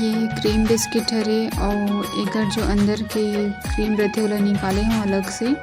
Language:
Chhattisgarhi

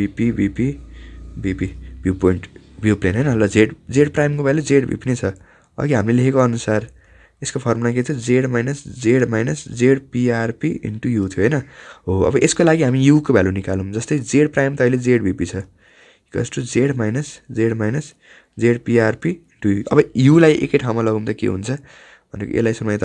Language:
Nepali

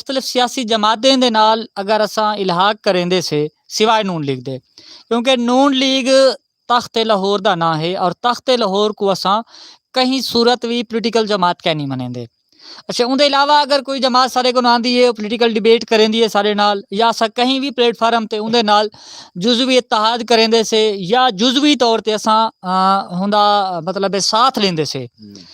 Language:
Saraiki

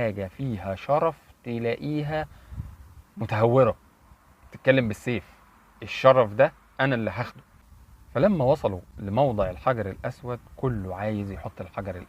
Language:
Egyptian Arabic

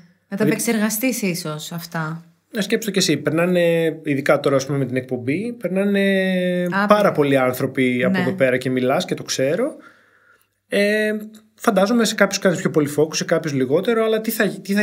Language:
Greek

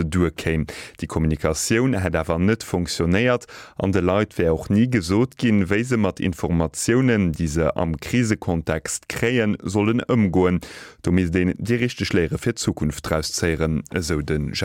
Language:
Luxembourgish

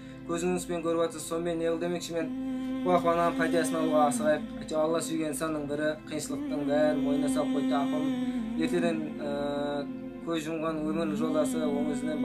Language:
Kazakh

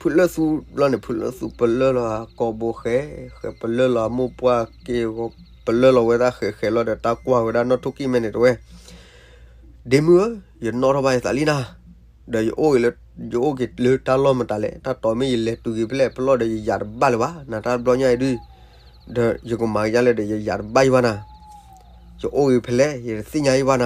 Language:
S'gaw Karen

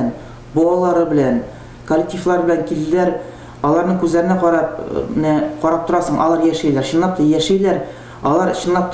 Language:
Tatar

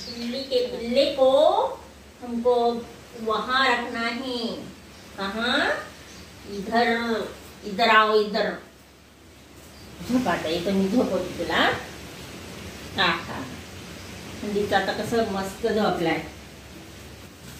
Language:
Marathi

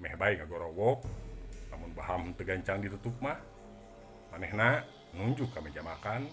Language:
Sundanese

